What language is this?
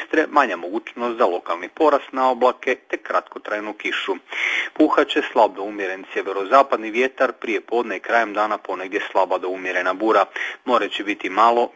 Croatian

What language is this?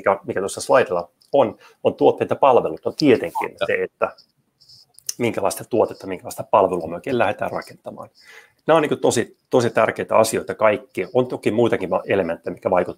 Finnish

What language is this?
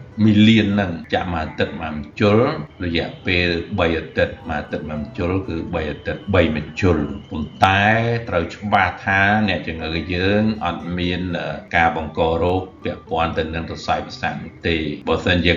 Khmer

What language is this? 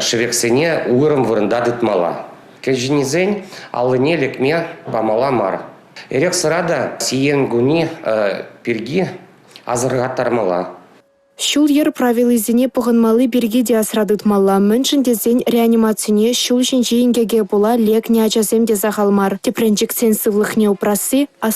Chuvash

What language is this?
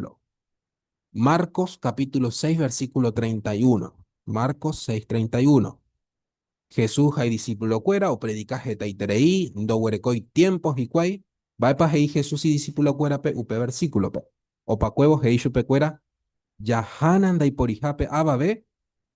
Guarani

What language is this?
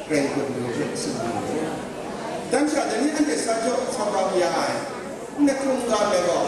Kachin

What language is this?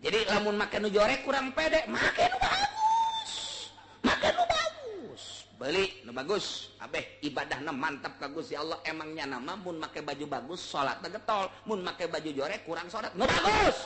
Sundanese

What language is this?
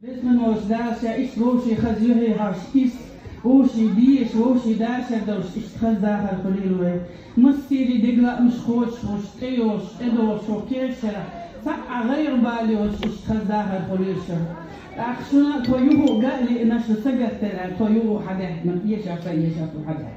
Chechen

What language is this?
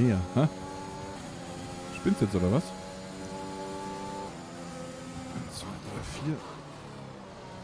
German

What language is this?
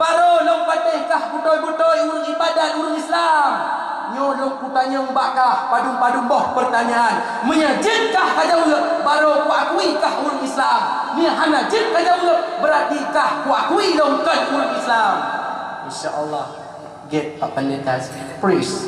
Achinese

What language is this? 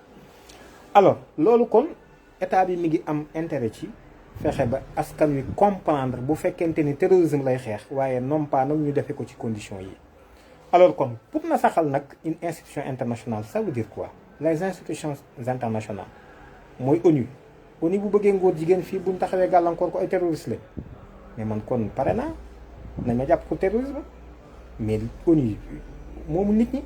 Wolof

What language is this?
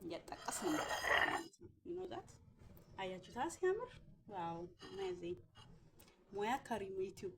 Amharic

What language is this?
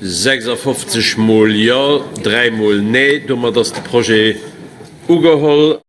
Luxembourgish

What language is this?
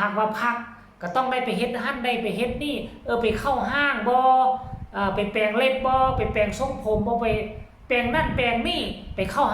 Northeastern Thai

